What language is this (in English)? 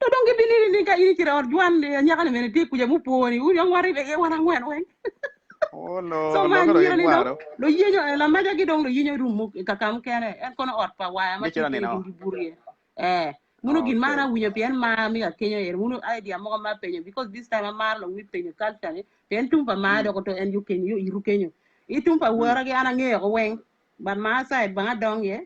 Acoli